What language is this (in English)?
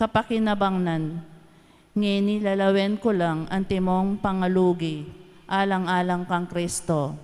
Pampanga